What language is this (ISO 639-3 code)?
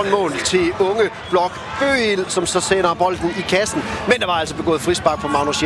dan